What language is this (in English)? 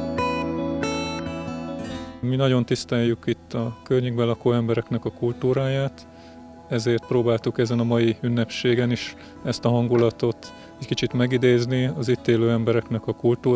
Hungarian